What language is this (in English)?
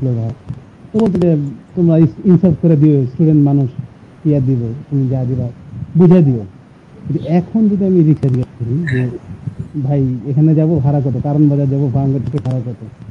Bangla